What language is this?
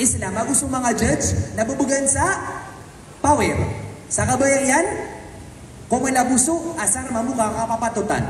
Maranao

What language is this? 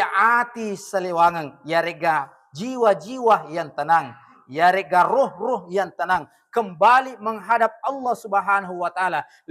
Buginese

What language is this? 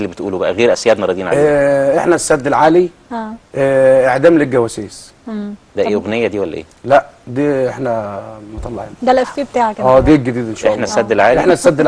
Egyptian Arabic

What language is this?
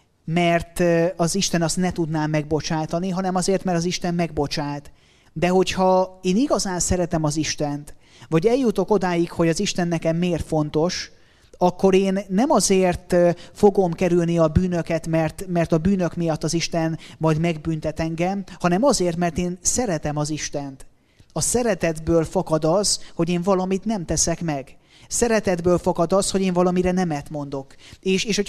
Hungarian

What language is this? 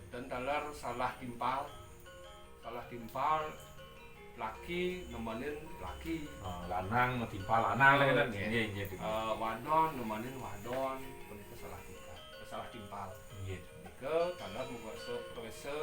Balinese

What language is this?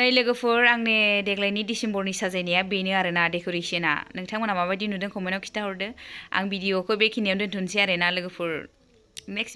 Bodo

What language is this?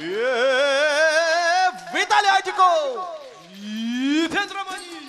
Chuvash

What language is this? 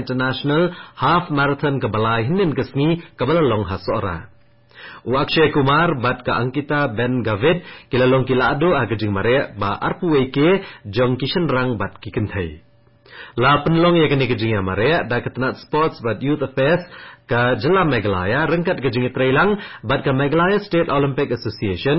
Khasi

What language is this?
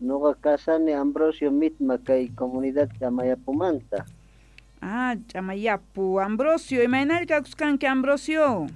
Quechua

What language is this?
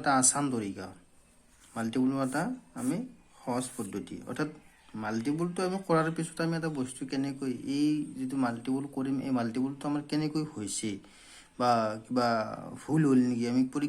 Assamese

